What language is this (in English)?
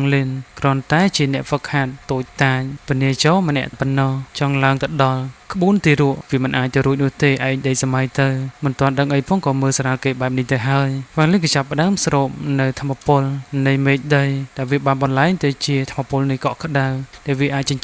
Khmer